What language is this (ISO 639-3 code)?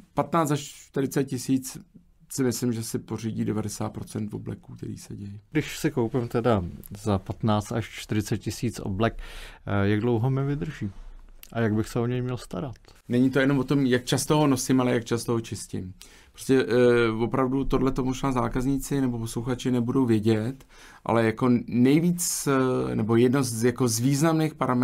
ces